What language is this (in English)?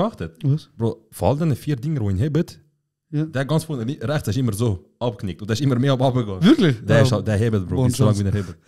Swiss German